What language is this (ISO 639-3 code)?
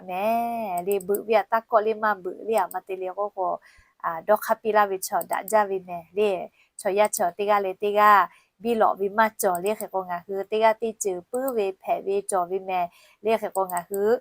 lhu